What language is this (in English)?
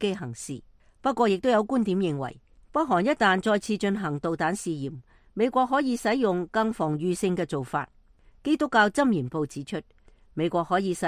Cantonese